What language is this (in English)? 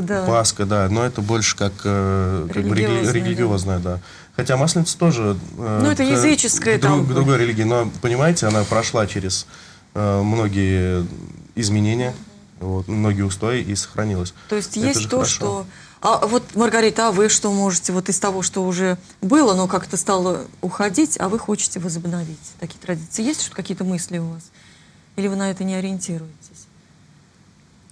Russian